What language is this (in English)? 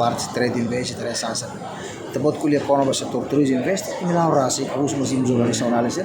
Tetum